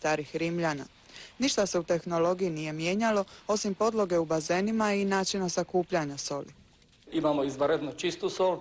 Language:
Croatian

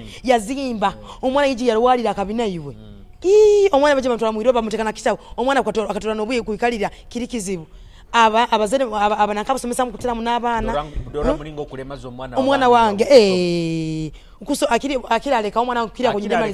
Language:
Nyoro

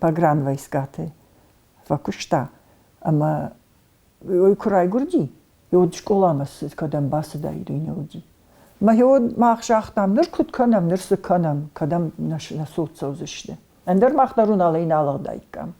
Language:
Ossetic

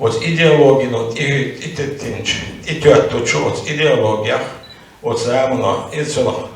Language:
Chechen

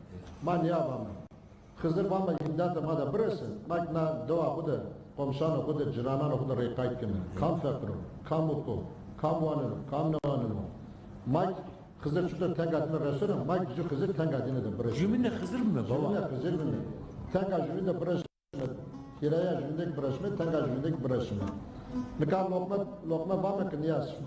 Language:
Zaza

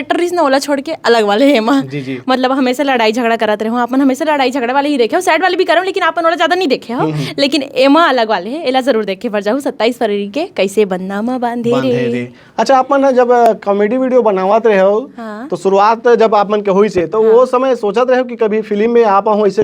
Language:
Chhattisgarhi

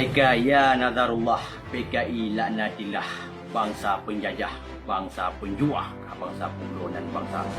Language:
Achinese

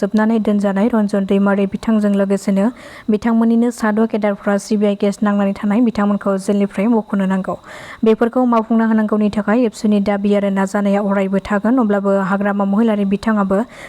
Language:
Bodo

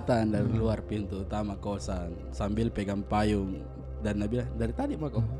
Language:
Makassar Malay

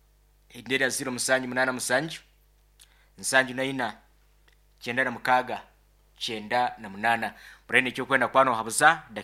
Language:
Nyankole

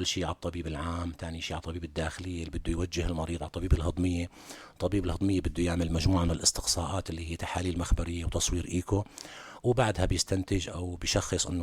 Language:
North Levantine Arabic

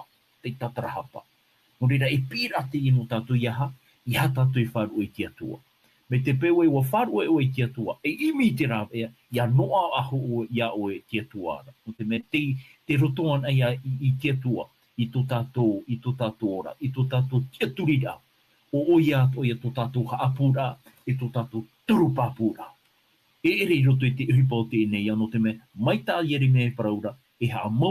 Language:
Tahitian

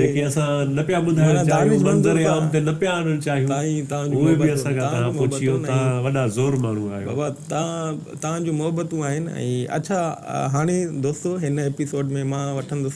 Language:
Sindhi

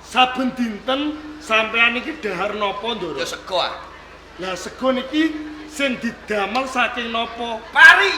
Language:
Javanese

